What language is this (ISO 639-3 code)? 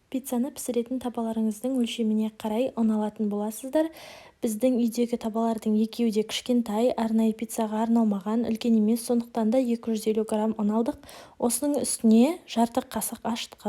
kaz